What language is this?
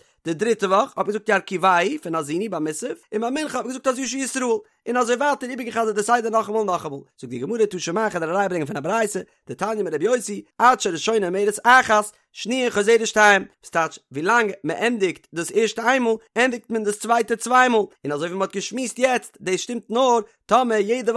Yiddish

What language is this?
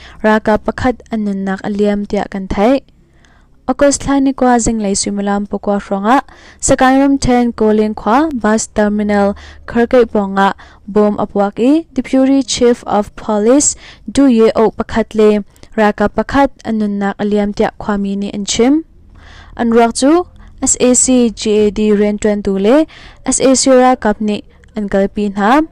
Hakha Chin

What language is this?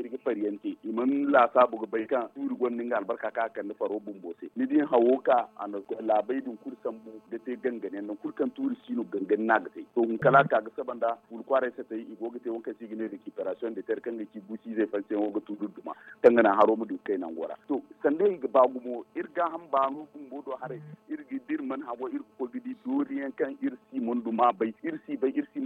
Zarma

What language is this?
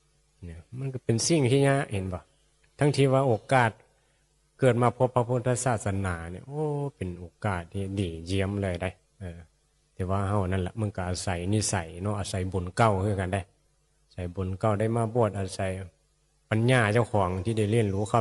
Northeastern Thai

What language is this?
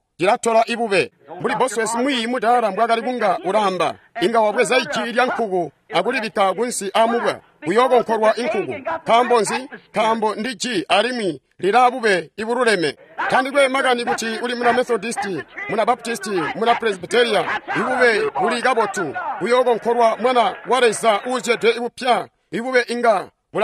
Tonga (Zambia)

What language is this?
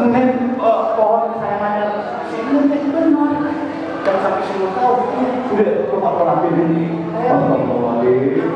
Betawi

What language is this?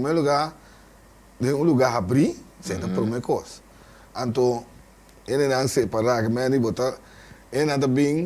Papiamento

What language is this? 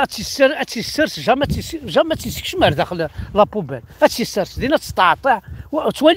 Kabyle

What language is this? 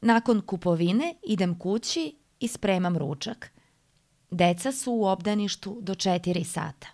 Serbian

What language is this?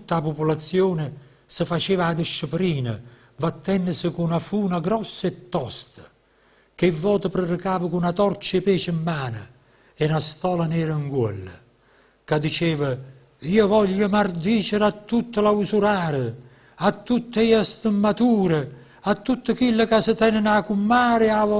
Neapolitan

